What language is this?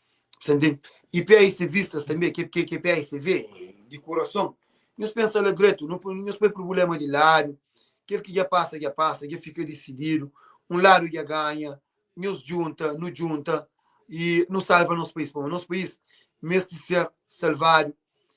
Kabuverdianu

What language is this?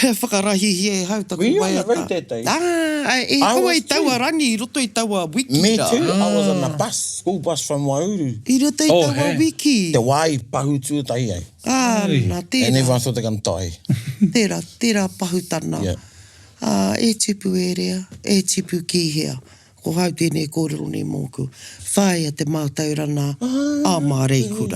Māori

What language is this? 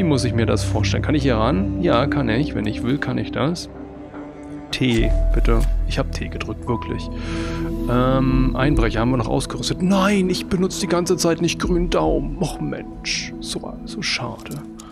German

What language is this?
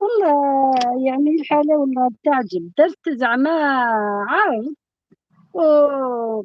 Algerian Arabic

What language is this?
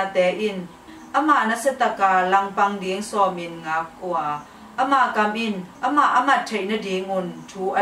Tedim Chin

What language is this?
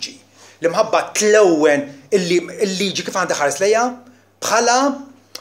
Maltese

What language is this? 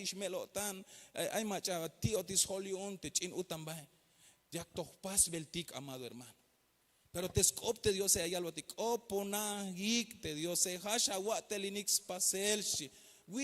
Tzeltal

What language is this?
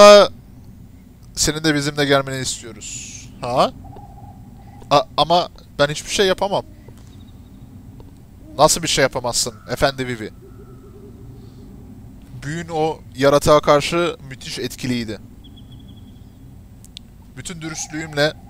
Turkish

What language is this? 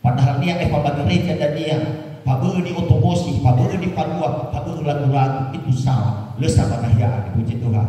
Nias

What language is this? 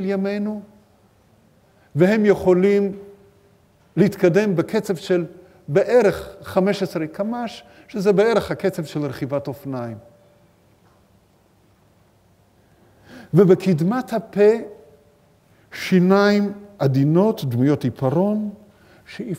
Hebrew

